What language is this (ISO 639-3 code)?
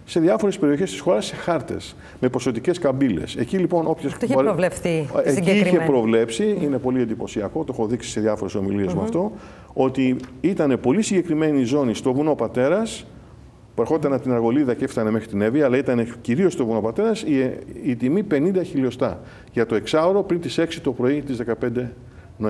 ell